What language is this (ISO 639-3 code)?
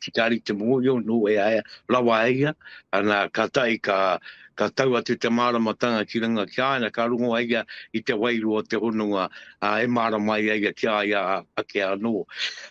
mri